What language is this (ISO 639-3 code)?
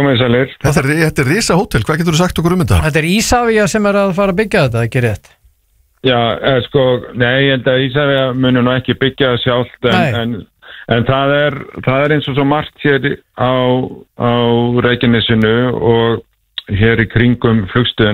isl